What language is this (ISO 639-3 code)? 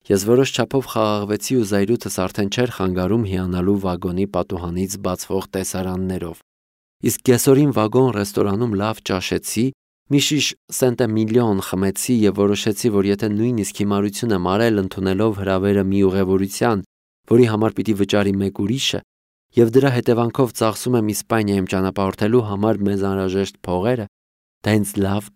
hye